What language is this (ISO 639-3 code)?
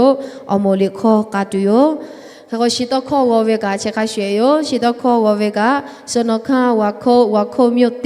lhu